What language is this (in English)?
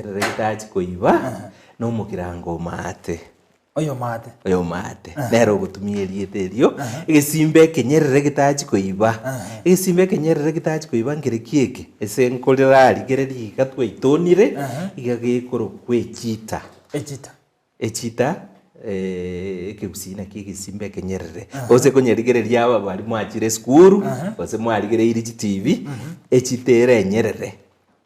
Gusii